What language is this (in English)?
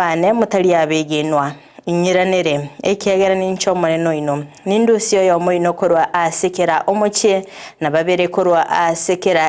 Gusii